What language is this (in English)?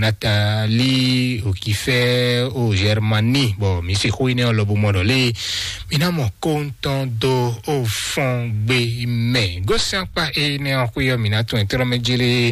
Fon